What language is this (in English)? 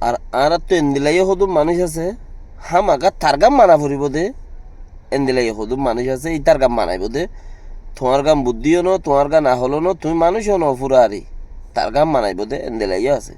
Rohingya